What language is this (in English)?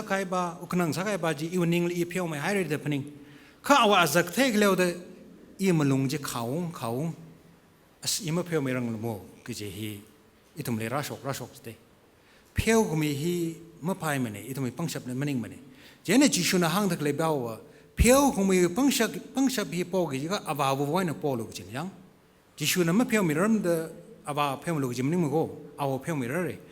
Tangkhul Naga (India)